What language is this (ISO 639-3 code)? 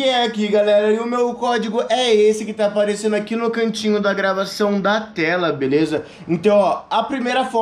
por